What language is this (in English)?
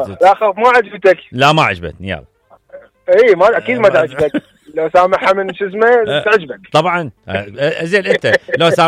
Mesopotamian Arabic